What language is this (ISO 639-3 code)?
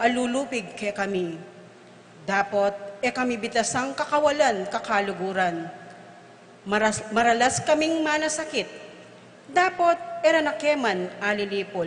pam